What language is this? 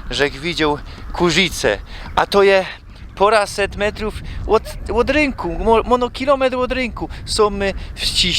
Silesian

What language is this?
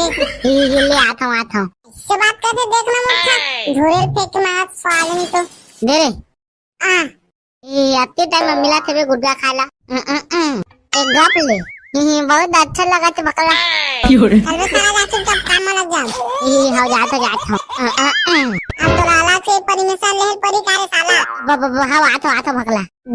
Chhattisgarhi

